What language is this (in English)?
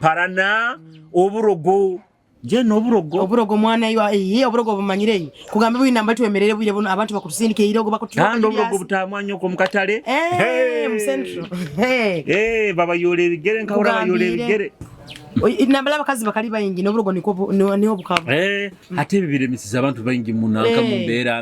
Nyoro